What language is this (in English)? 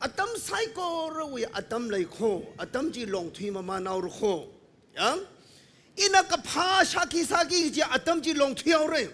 Tangkhul Naga (India)